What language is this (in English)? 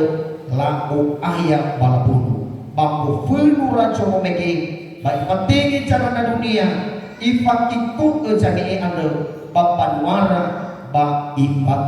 Nias